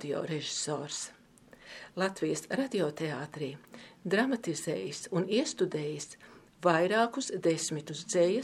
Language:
Latvian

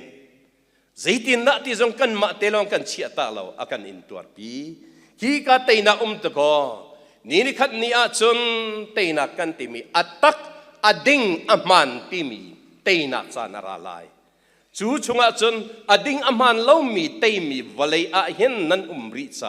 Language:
Hakha Chin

